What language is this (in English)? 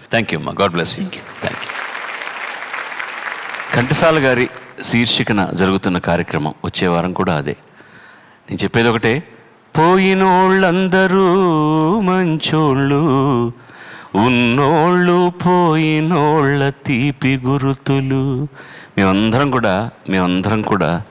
Telugu